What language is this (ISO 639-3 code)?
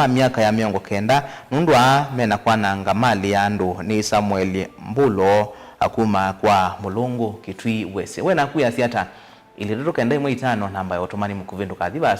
kam